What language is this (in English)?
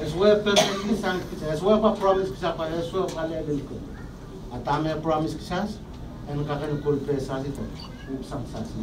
Pohnpeian